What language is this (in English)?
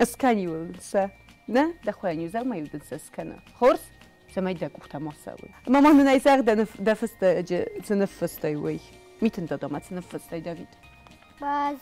Ossetic